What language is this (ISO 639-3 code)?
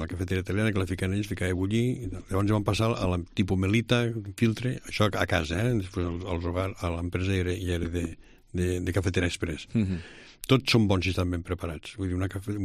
cat